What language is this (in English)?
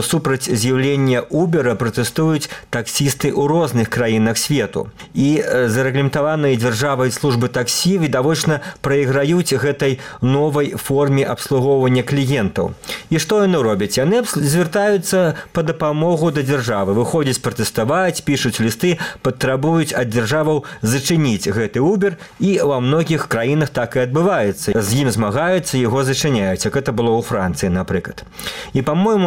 Belarusian